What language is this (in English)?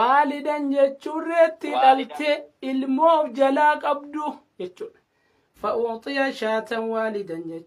Oromo